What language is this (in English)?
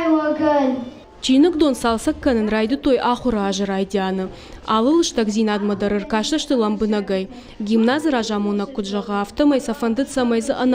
Ossetic